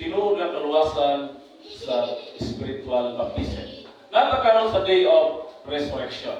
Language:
Cebuano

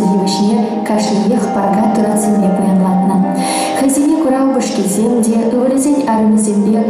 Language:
Chuvash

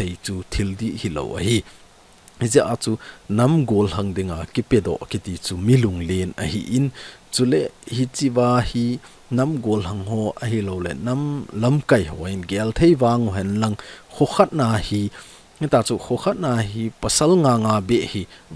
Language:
Thado Chin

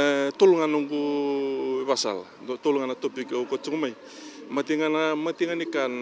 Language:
Fijian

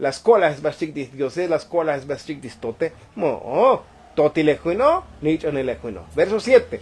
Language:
Tzotzil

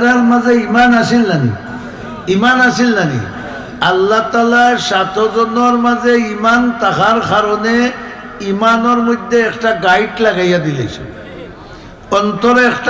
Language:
Sylheti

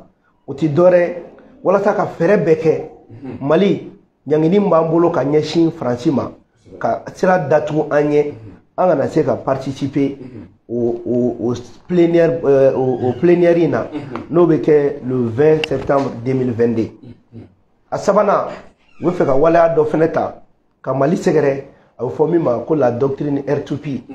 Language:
Bambara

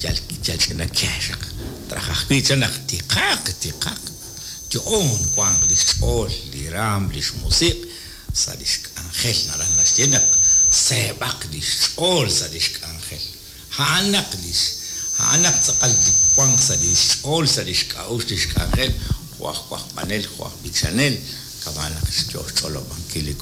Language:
Kekchí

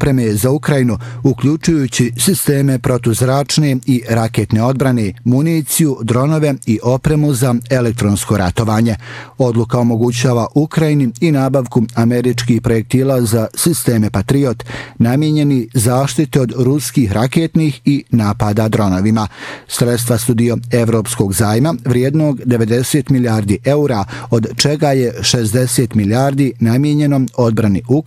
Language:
Bosnian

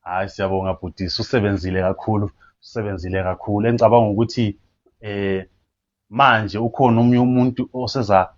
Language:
Zulu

